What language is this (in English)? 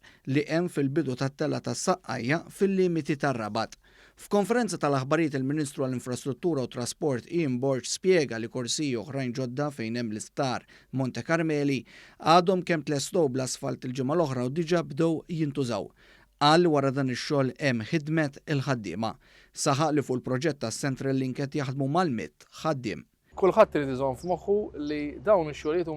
Maltese